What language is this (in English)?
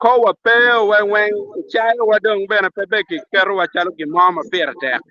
Acoli